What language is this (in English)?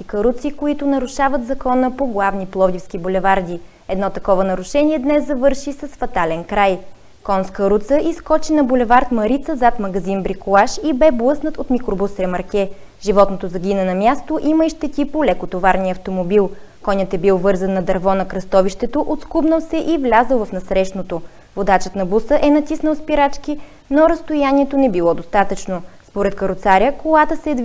Bulgarian